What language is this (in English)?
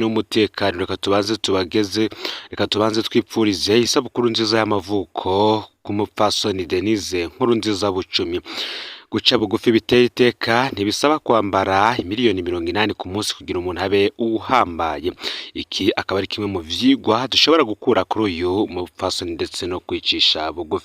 Rundi